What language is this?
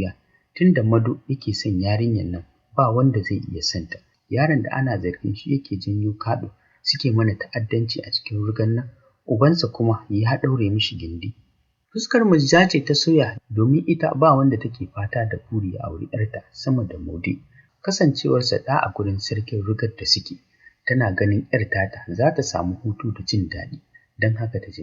Hausa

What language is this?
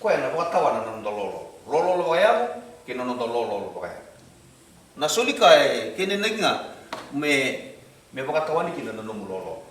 Fijian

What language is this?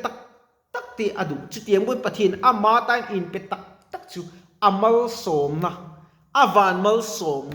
Mizo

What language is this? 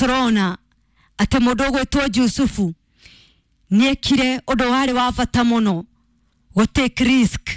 Kikuyu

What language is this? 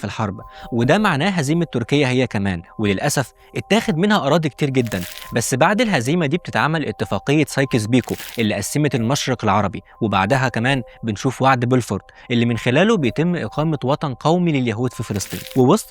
Egyptian Arabic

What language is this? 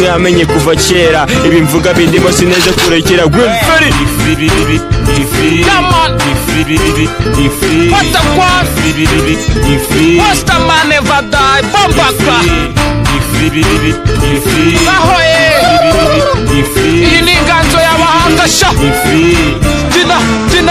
Kinyarwanda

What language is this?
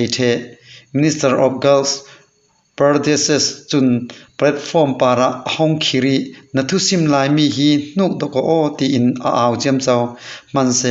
Falam Chin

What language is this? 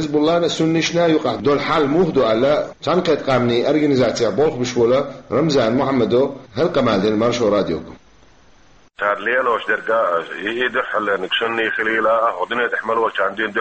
Chechen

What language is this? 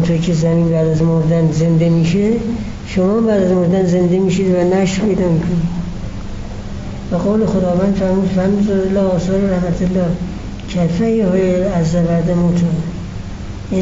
Persian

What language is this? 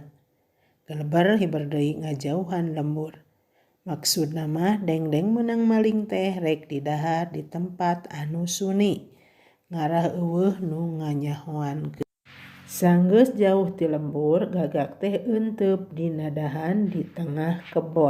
Sundanese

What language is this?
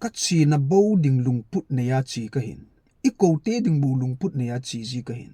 Thado Chin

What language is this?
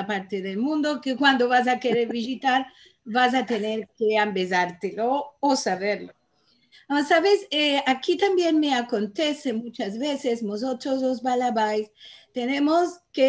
Ladino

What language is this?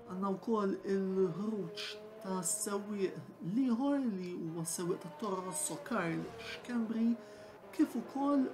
Maltese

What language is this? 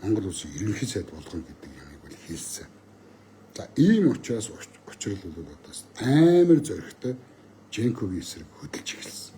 Mongolian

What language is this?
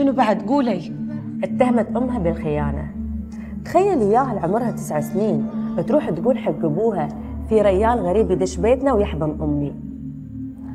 Gulf Arabic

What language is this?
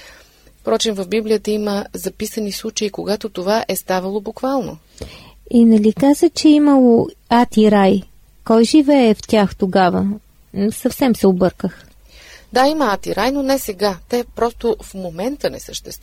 Bulgarian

